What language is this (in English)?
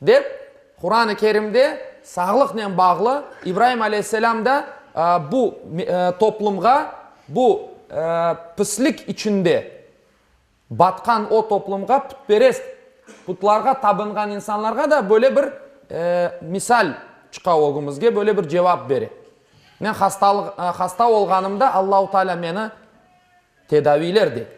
Crimean Tatar